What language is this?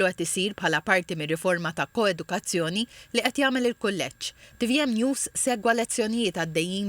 Maltese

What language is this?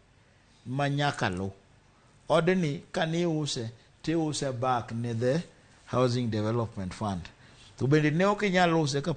Luo (Kenya and Tanzania)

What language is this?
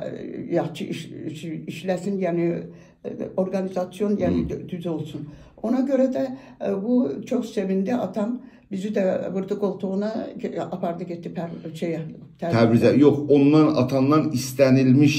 South Azerbaijani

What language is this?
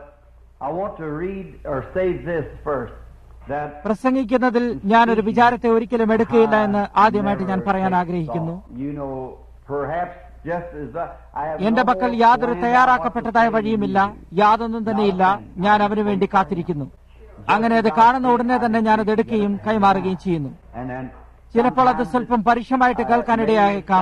Malayalam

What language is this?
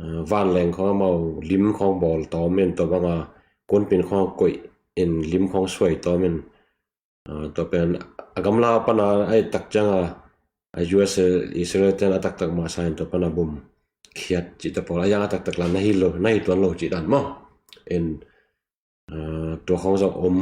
Tedim Chin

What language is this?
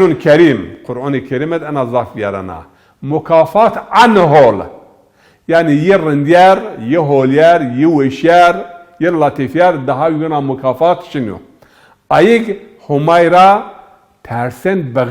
Zaza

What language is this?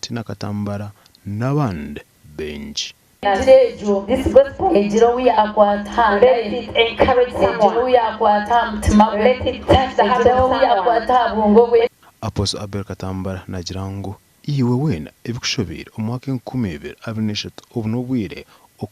Nyankole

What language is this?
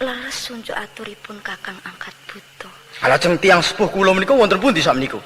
Javanese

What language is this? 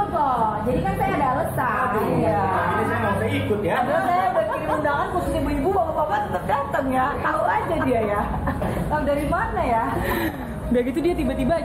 Indonesian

